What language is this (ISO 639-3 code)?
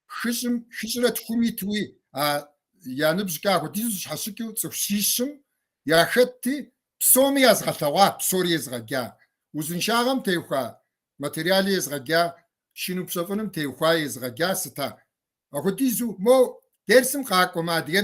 kbd